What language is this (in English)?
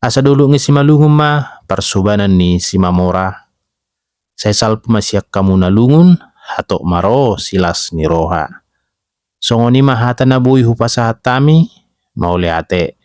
Batak Toba